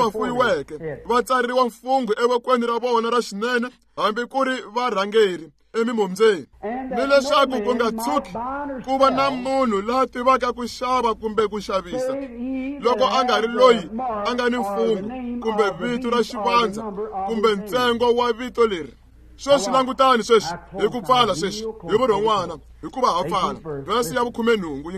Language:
Tsonga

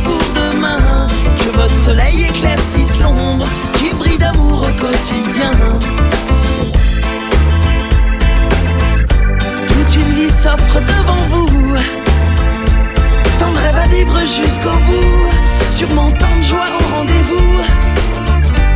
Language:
French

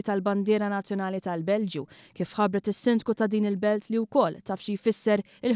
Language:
Maltese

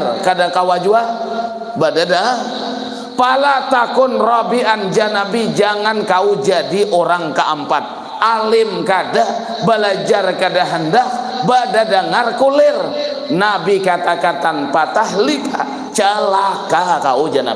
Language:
Banjar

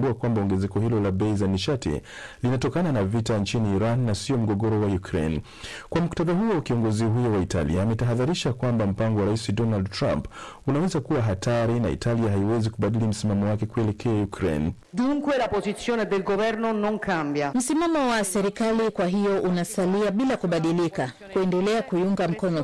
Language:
Swahili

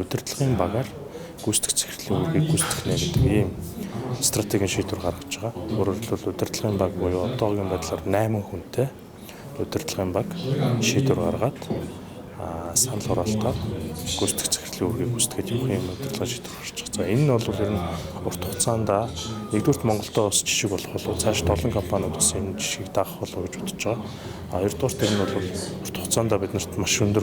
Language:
Mongolian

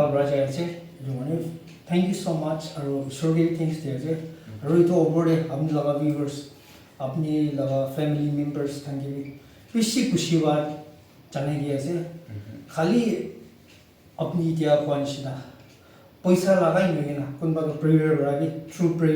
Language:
Naga Pidgin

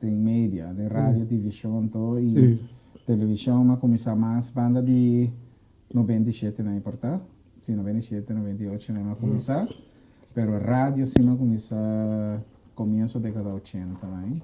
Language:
Papiamento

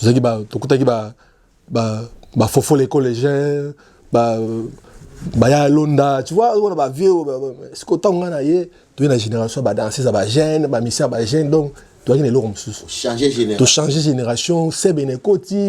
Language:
Lingala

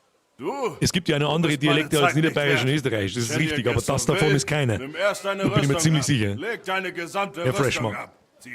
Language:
Bavarian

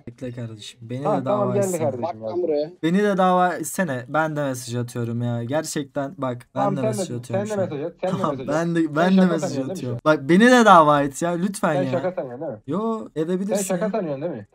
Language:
Turkish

